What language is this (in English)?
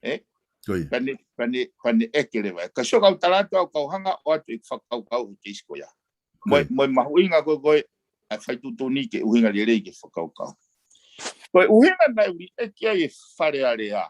Tongan